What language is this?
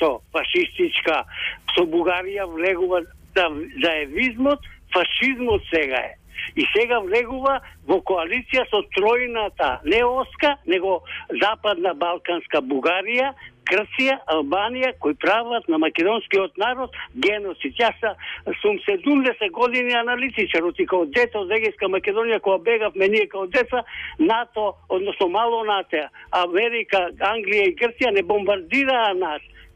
Macedonian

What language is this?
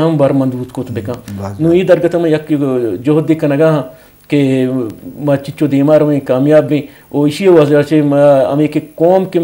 Eastern Balochi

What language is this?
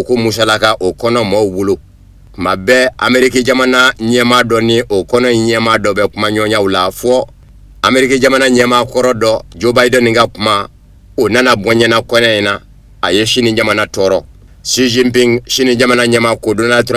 Bambara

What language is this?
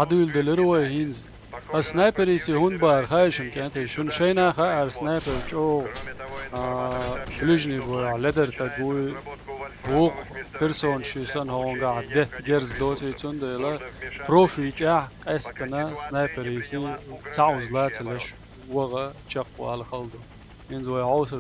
Chechen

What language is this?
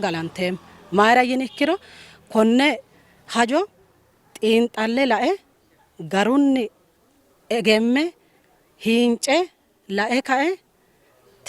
Sidamo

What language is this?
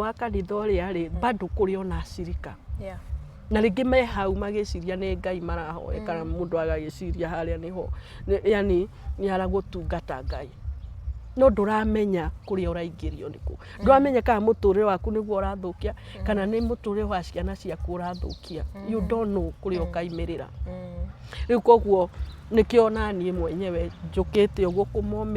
Kikuyu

